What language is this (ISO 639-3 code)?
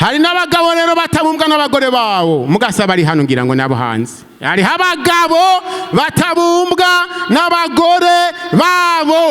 run